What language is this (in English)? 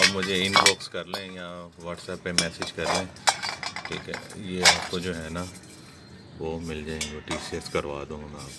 Hindi